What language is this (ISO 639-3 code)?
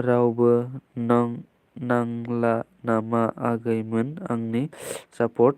brx